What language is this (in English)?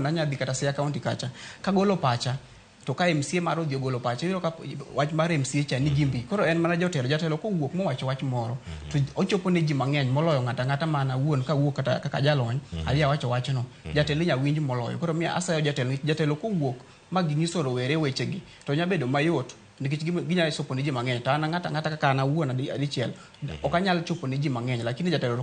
Luo (Kenya and Tanzania)